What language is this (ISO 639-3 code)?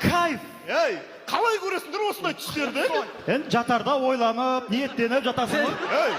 kaz